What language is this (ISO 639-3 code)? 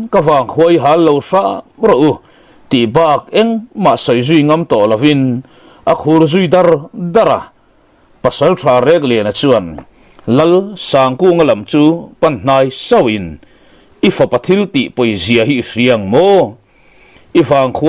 lus